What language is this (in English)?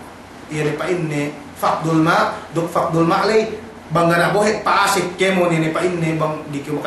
Yakan